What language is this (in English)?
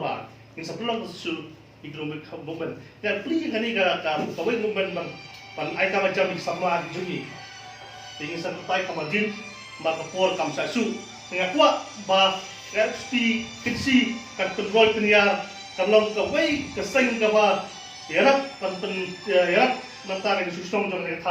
Khasi